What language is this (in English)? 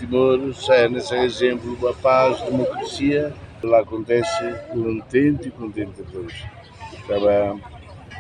Tetum